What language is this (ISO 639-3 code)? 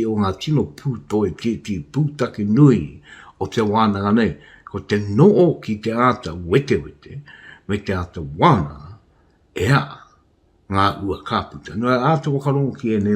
mri